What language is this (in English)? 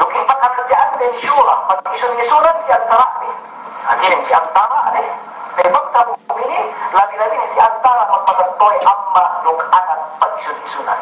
Yakan